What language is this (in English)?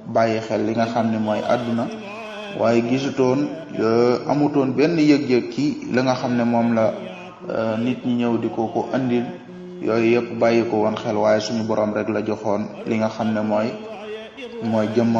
Wolof